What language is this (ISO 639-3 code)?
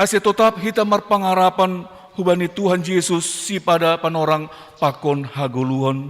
bts